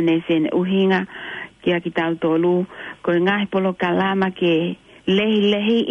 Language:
Tongan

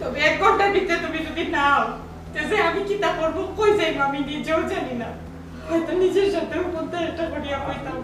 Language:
Sylheti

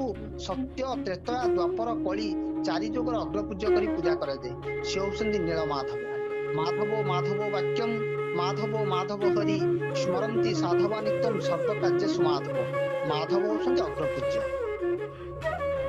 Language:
Odia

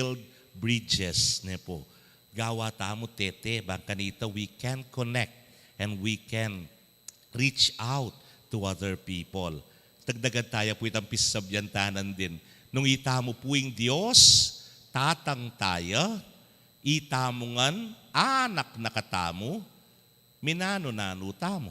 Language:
Pampanga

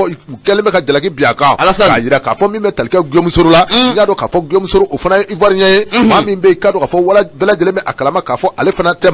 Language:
Bambara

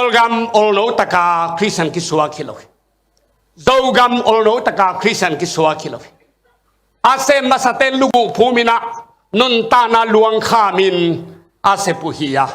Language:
Tedim Chin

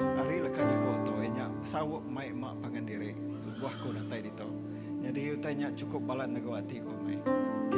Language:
Iban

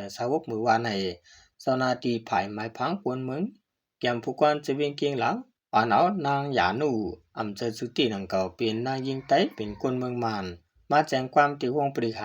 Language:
Shan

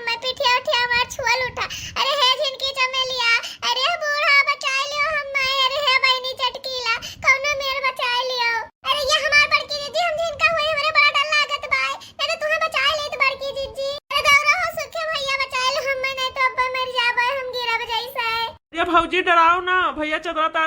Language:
Awadhi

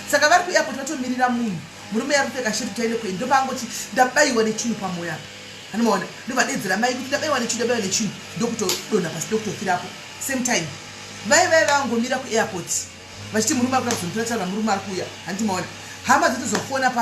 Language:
Shona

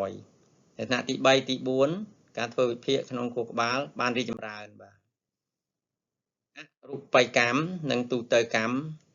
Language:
Khmer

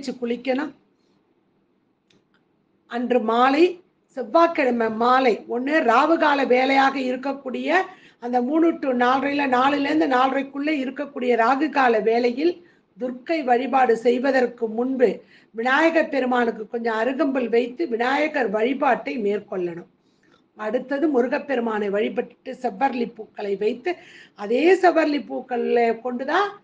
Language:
Tamil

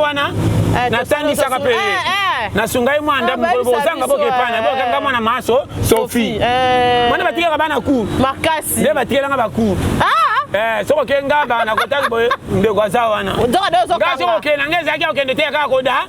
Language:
Lingala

